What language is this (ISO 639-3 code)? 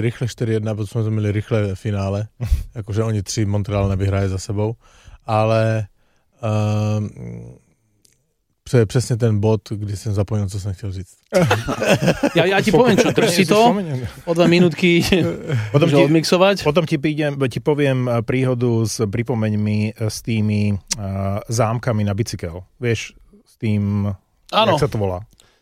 slk